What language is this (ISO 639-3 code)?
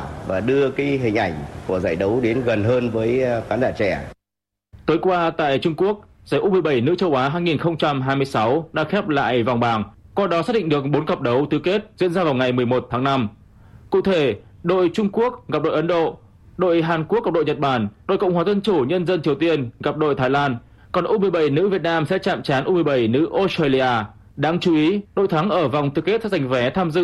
vie